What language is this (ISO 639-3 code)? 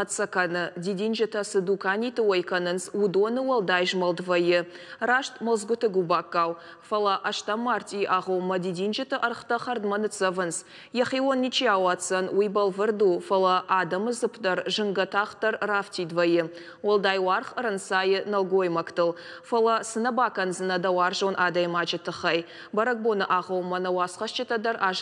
oss